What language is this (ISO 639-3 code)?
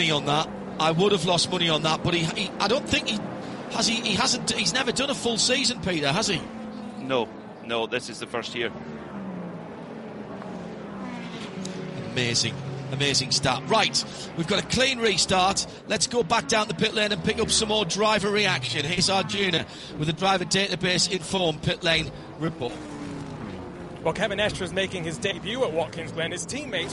eng